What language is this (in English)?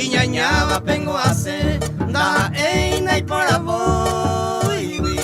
Guarani